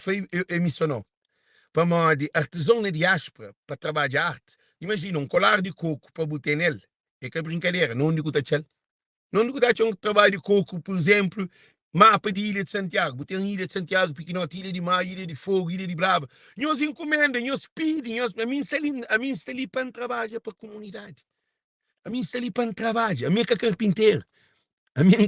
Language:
Kabuverdianu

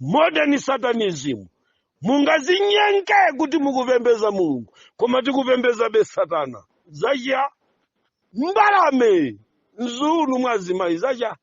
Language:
Nyanja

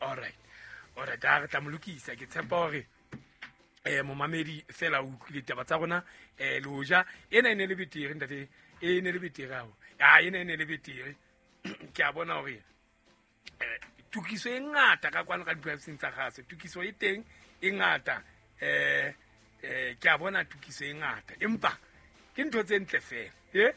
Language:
Southern Sotho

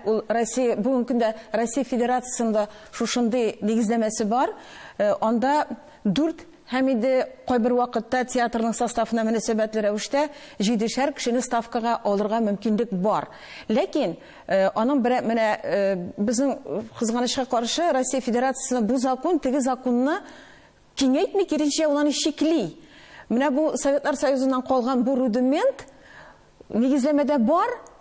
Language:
Tatar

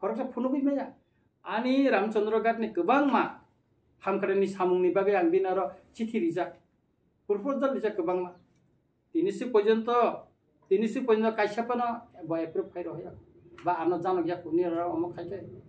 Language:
Kok Borok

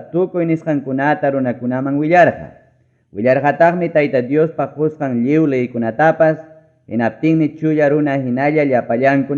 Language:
Ayacucho Quechua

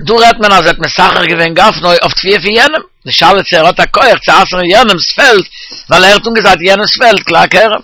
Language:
Yiddish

